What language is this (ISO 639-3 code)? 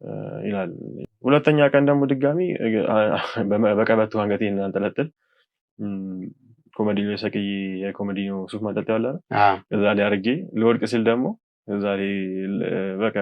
amh